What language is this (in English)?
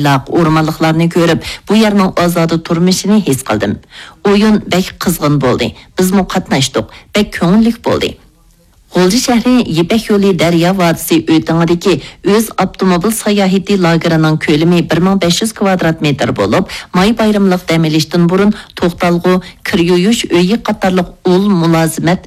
Uyghur